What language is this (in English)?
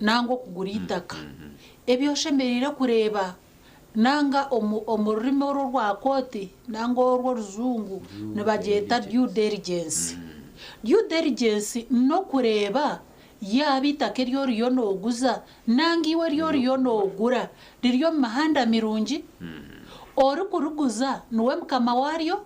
Nyankole